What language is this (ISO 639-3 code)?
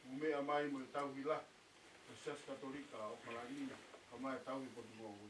ton